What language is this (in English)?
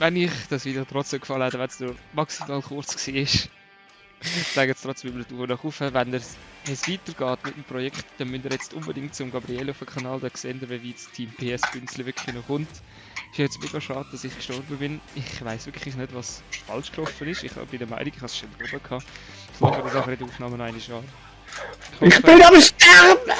Swiss German